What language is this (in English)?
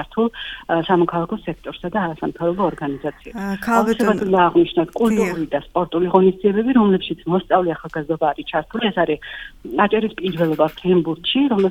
Georgian